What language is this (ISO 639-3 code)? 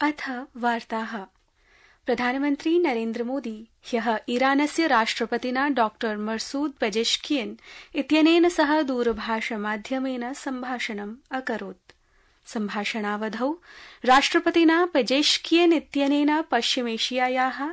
san